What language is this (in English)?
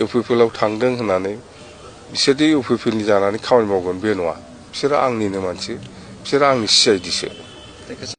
Bodo